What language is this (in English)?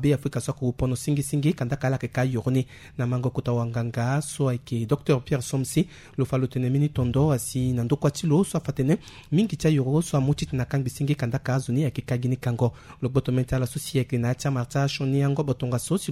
Sango